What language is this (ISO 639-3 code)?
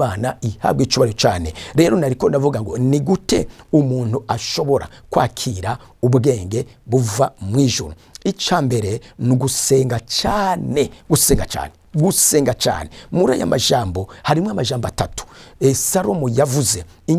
run